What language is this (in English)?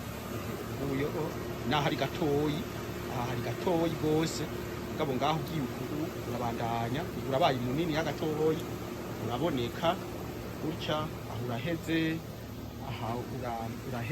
Rundi